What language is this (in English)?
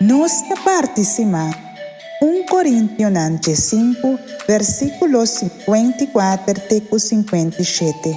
Papiamento